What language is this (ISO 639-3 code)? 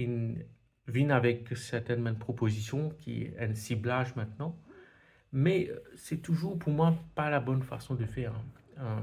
mfe